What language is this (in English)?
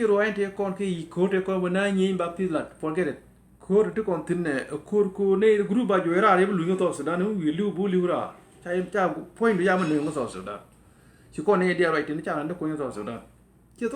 Nuer